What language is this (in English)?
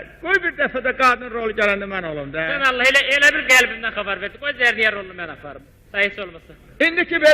South Azerbaijani